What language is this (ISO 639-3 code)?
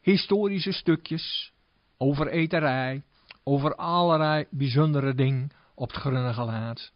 gos